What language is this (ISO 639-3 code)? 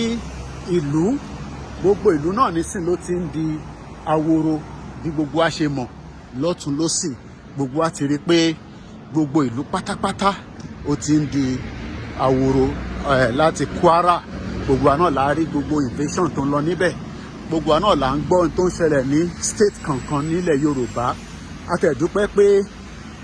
yor